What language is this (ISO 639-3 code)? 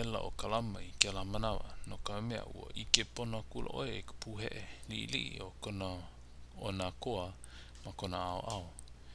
haw